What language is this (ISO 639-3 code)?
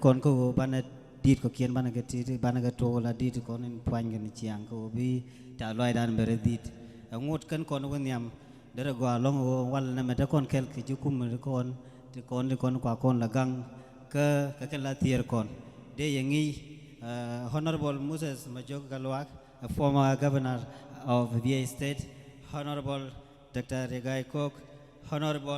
nus